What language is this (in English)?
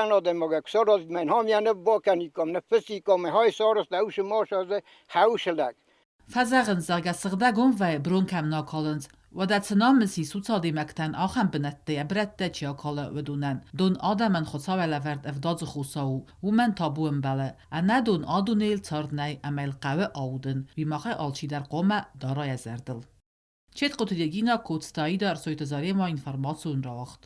Ossetic